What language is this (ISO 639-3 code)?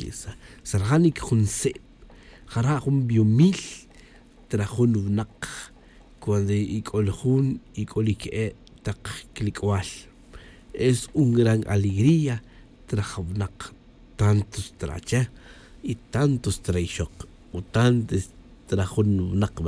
tzj